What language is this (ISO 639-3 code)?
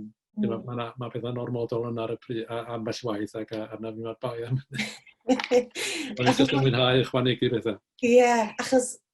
cym